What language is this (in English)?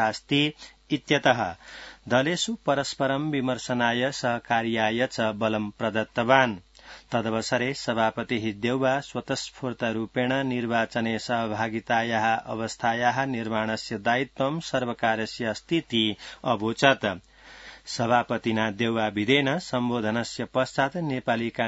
Sanskrit